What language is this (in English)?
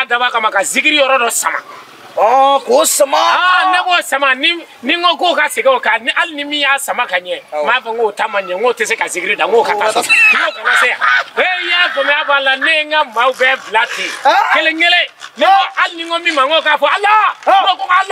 Bambara